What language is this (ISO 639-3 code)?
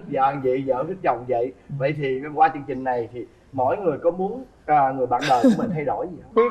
vie